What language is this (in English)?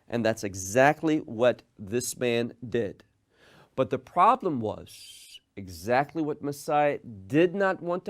English